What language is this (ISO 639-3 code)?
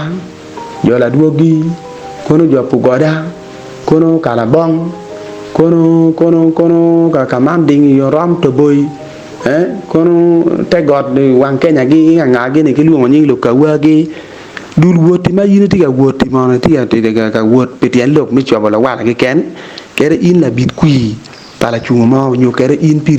ach